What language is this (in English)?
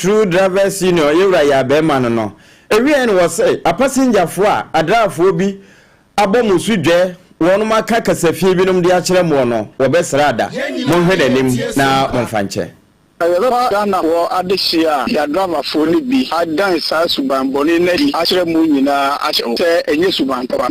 Akan